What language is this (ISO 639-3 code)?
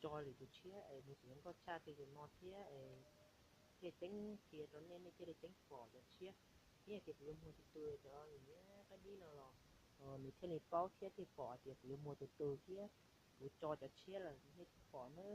hmn